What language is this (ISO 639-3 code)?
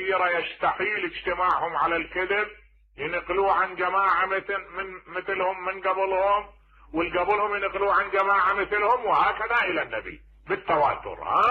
acm